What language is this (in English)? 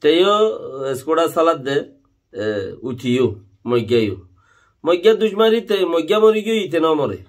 Rohingya